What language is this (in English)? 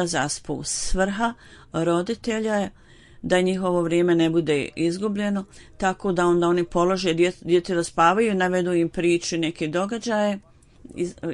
Bosnian